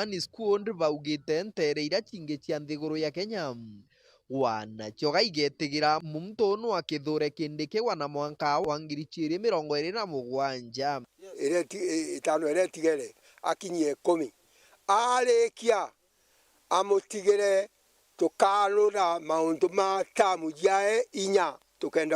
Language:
Meru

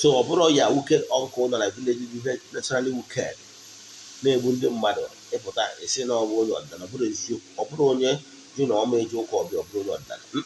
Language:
Igbo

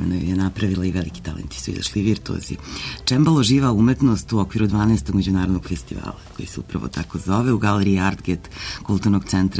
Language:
Serbian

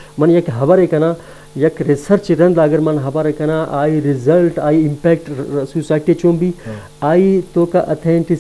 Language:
Eastern Balochi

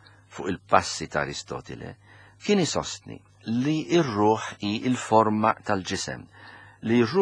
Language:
Maltese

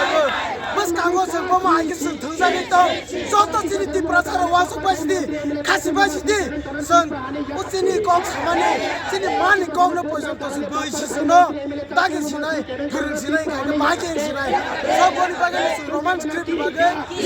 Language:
Riang (India)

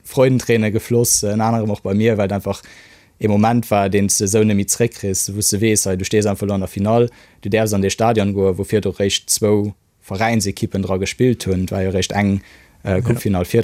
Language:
Luxembourgish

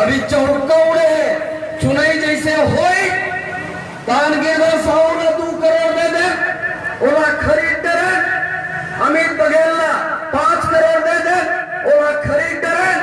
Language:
Chhattisgarhi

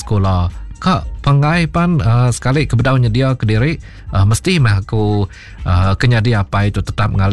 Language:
Iban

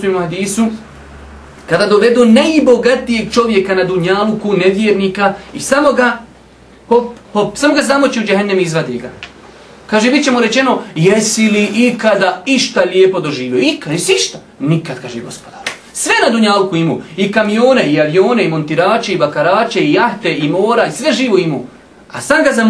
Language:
Bosnian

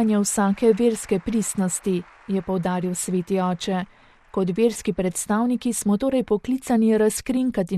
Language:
Slovenian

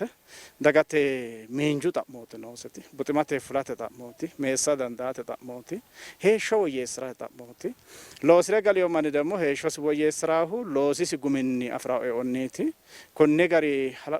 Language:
Sidamo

